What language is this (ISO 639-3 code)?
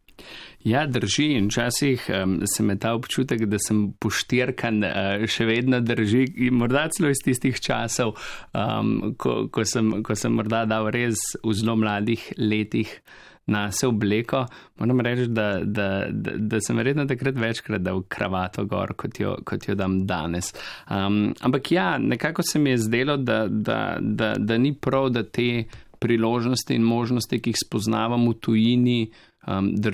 slv